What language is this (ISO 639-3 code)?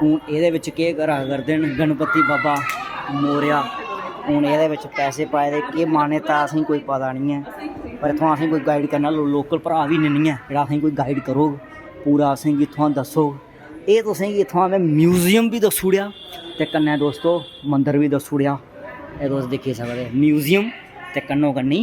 doi